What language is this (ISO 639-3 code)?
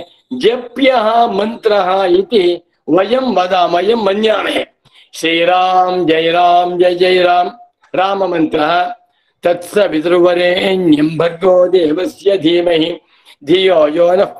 san